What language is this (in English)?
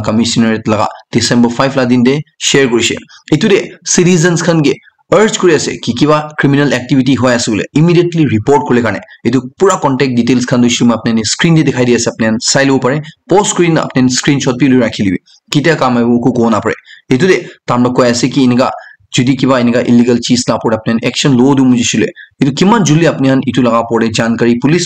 Naga Pidgin